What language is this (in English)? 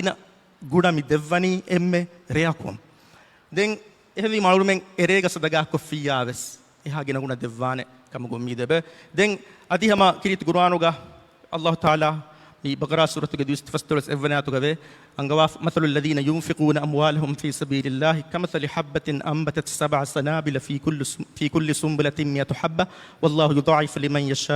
Divehi